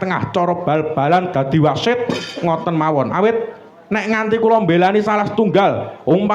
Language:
Javanese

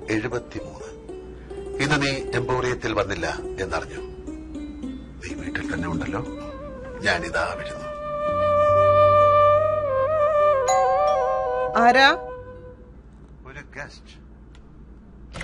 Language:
Malayalam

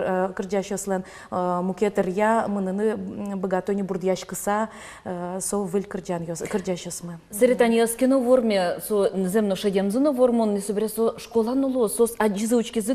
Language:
Udmurt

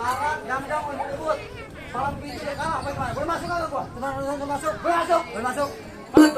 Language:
Betawi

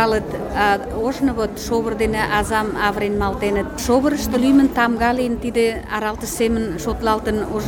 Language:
Mari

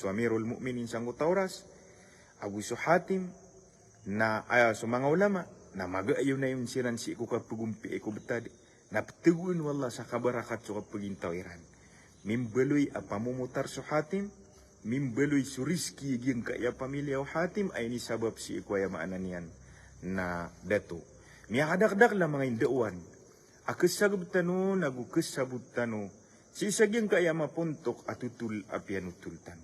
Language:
Maranao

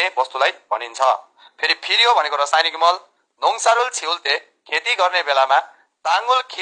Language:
Nepali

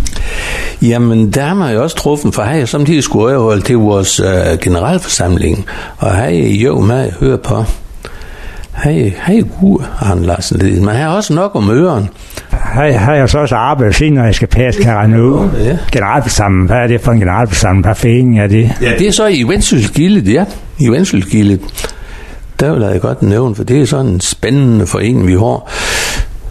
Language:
Danish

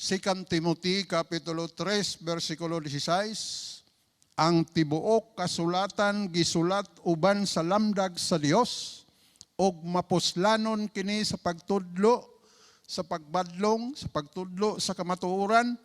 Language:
Cebuano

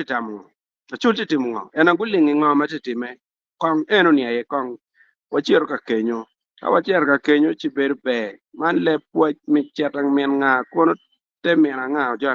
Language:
Acoli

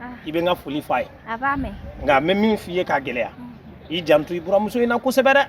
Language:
Bambara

